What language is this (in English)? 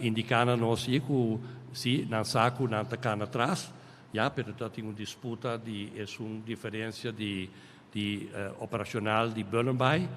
Papiamento